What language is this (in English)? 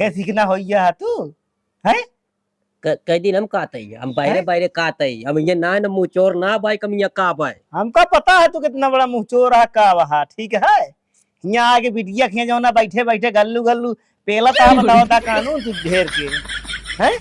Awadhi